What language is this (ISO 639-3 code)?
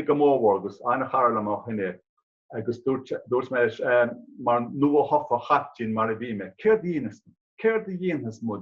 gle